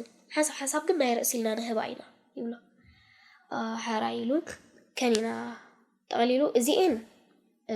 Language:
Tigrinya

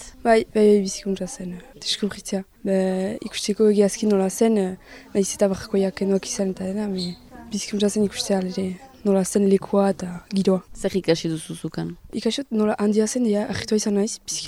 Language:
Basque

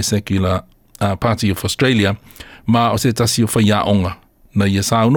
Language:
Samoan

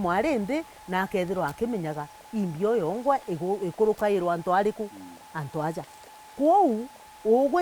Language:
Meru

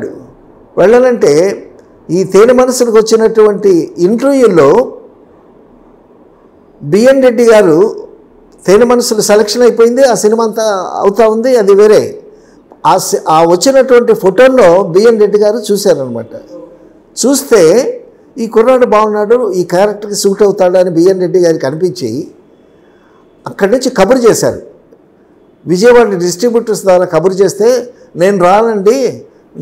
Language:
Telugu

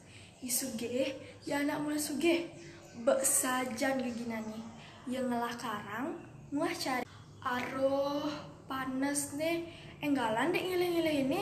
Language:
Balinese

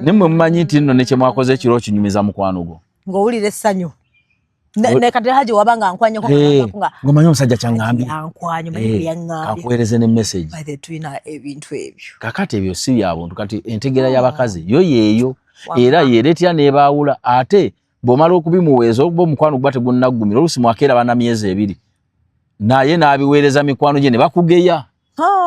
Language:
Ganda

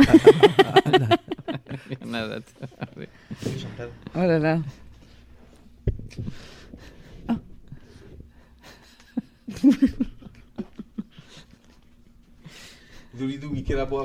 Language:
Basque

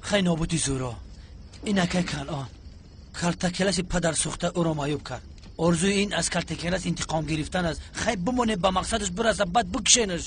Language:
Tajik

